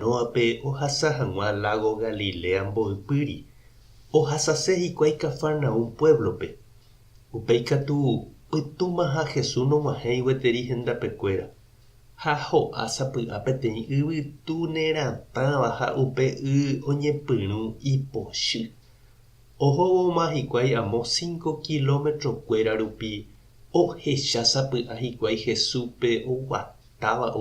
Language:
Guarani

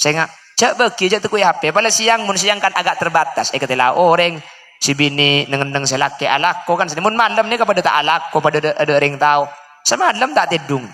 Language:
Madurese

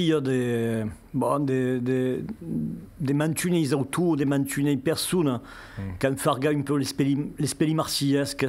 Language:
Occitan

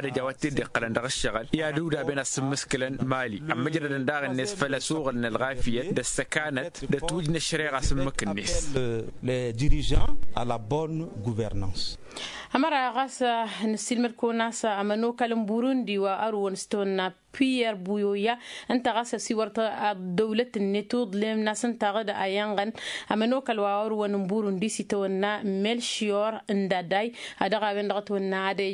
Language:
Tamasheq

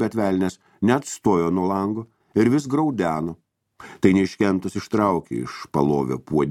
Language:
Lithuanian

